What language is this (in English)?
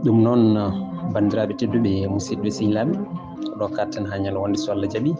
Fula